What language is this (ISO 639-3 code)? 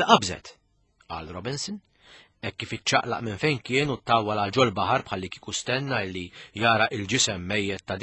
mlt